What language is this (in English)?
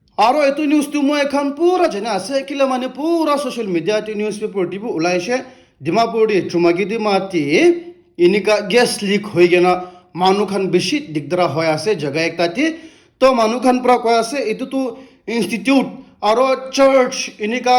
Naga Pidgin